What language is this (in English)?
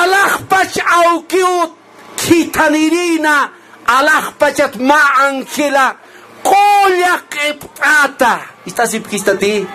Aymara